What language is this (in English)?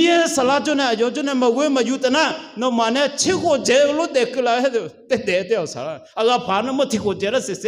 Akha